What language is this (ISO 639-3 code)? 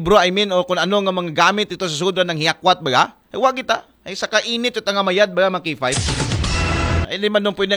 akl